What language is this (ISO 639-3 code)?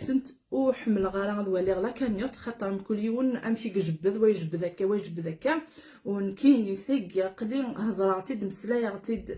kab